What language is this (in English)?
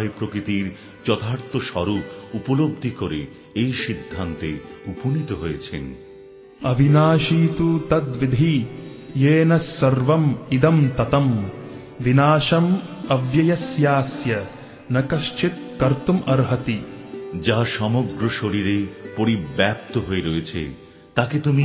Bangla